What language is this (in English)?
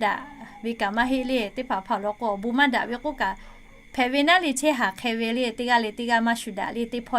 Lahu